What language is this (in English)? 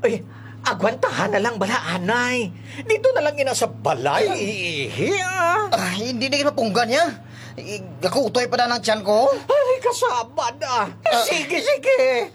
Hiligaynon